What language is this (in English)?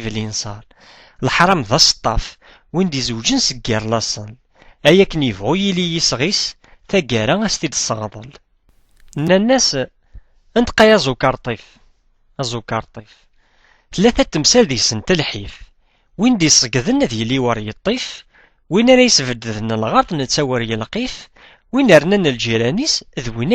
Kabyle